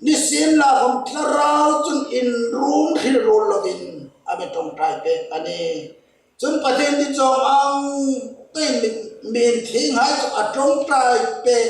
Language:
Hmar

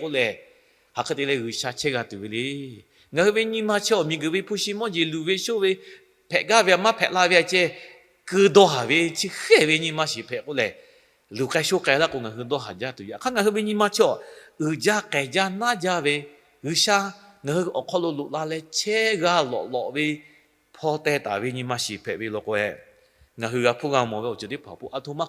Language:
Lahu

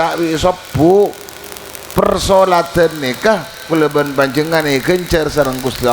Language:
Madurese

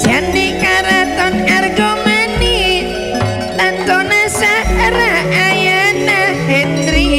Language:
Madurese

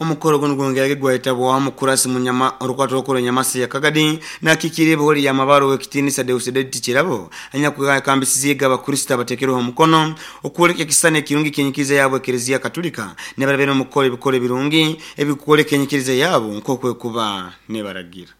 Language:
Nyoro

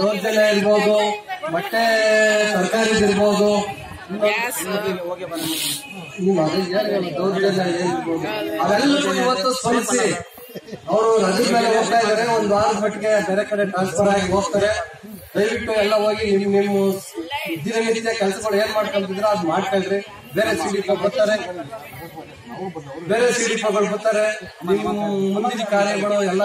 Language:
Kannada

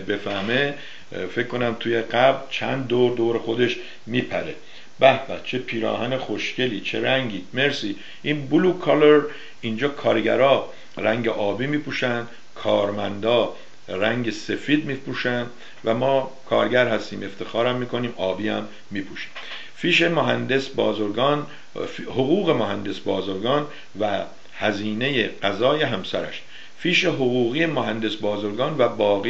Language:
Persian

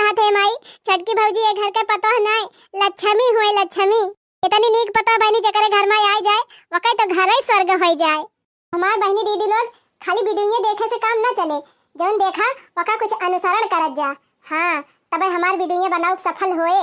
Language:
Awadhi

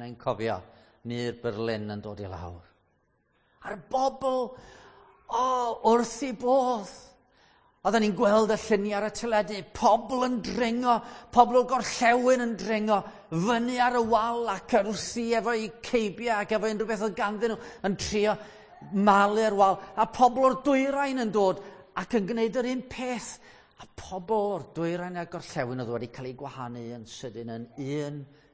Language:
Welsh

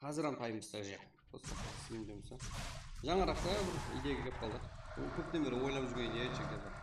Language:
Kara-Kalpak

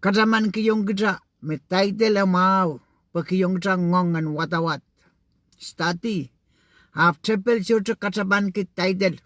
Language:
Pohnpeian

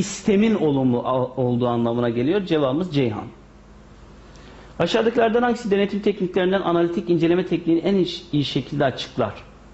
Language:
Turkish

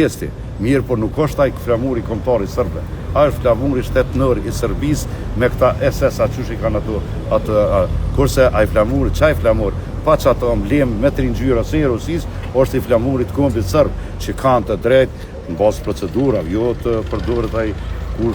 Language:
Albanian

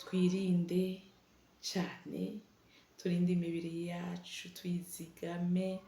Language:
Rundi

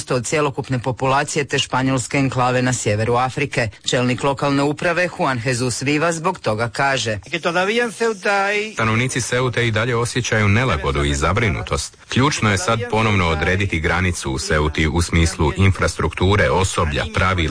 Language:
Croatian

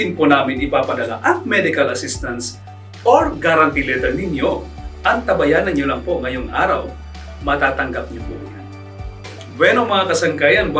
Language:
Waray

